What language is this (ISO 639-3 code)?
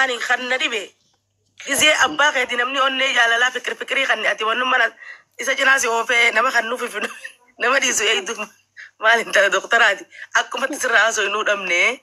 orm